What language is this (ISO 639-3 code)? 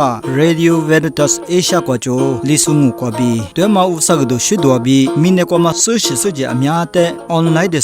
lis